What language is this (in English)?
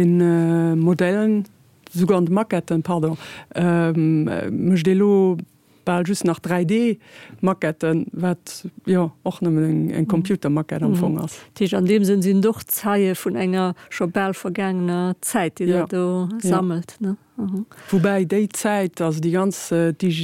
Luxembourgish